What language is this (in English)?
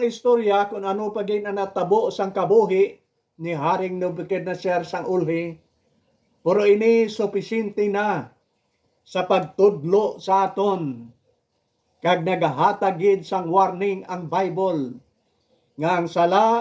Hiligaynon